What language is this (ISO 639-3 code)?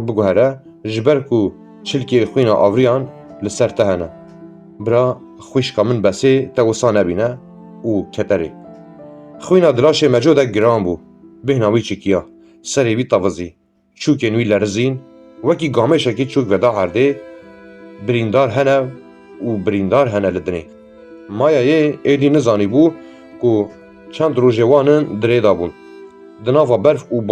kur